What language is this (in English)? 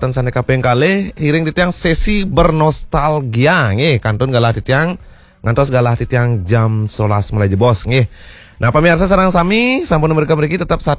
Balinese